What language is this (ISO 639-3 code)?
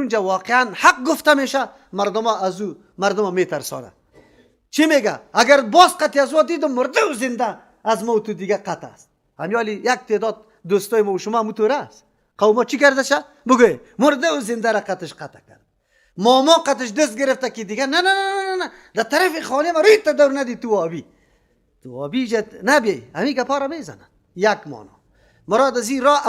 fas